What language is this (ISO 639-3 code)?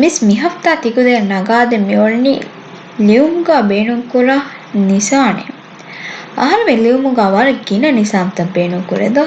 div